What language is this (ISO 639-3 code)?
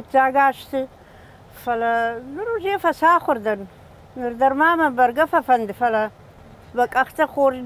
oss